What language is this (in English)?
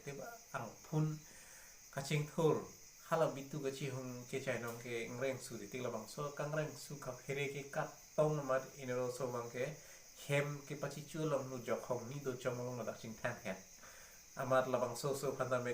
Karbi